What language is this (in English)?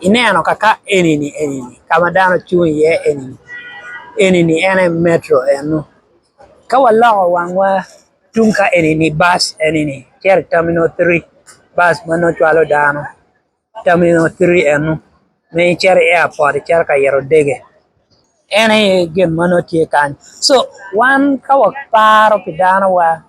Acoli